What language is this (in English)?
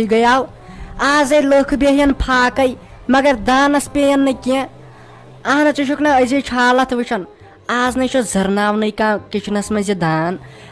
Kashmiri